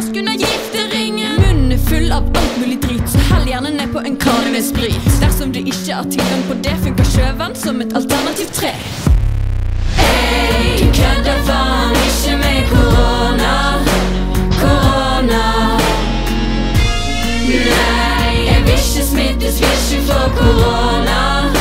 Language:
Norwegian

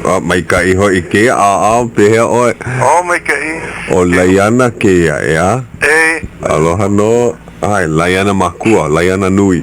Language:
Hawaiian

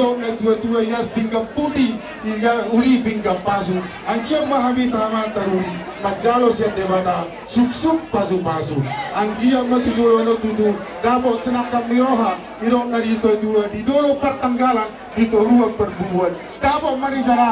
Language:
Batak Toba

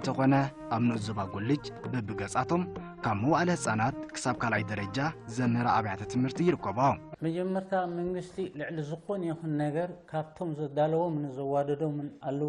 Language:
Tigrinya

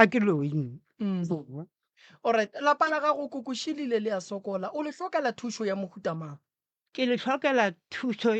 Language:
Northern Sotho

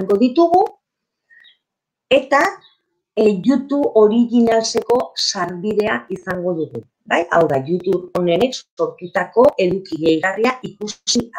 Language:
Basque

